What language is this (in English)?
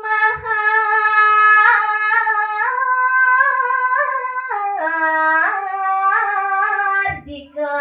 Balinese